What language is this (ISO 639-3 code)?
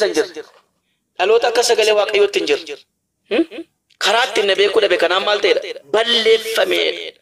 orm